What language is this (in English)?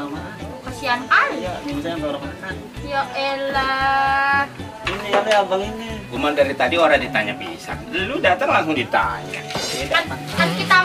Betawi